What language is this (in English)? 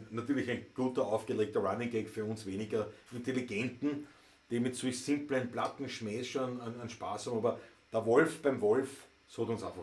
Bavarian